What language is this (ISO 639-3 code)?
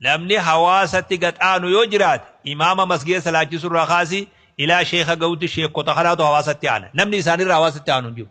orm